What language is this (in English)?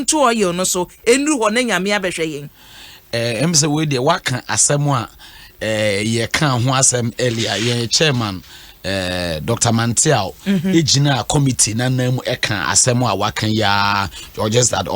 Akan